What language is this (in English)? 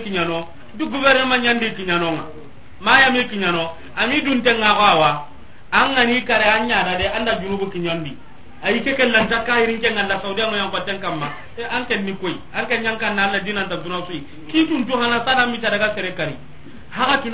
Soninke